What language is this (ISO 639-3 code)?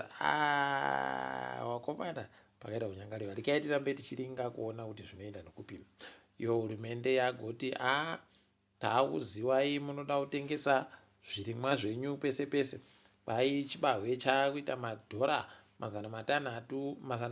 ndc